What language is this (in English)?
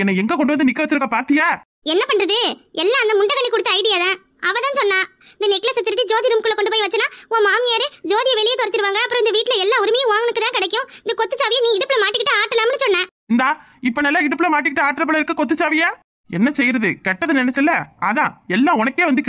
Tamil